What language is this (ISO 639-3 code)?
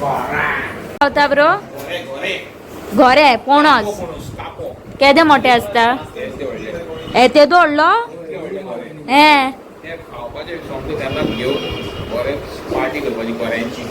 kok